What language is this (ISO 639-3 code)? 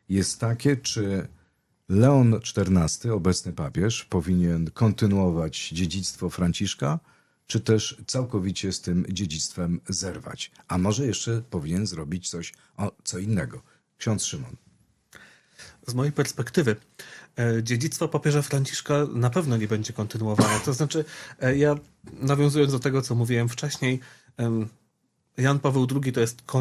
pol